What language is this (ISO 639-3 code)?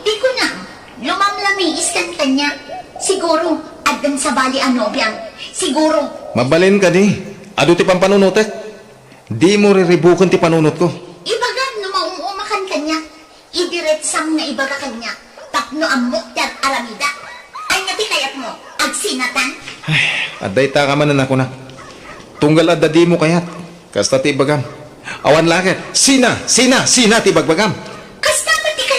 ilo